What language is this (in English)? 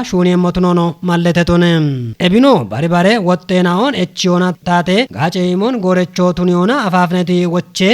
Kafa